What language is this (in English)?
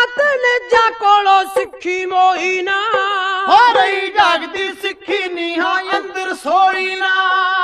Punjabi